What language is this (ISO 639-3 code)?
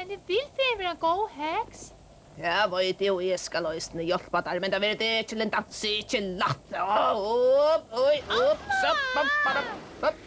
fao